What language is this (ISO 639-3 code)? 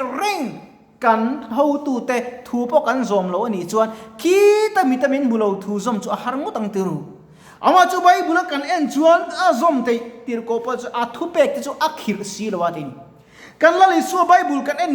lus